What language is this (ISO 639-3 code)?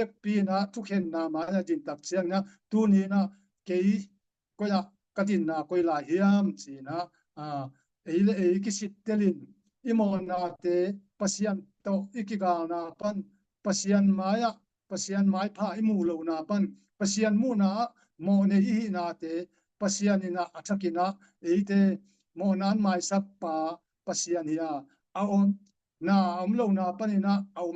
ctd